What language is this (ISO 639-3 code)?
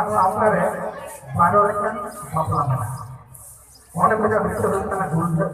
sat